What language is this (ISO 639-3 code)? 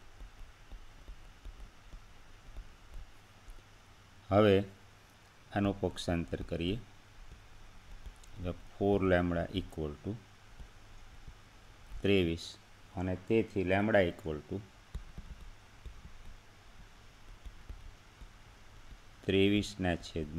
guj